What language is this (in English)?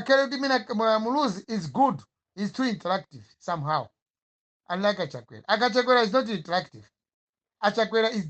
Nyanja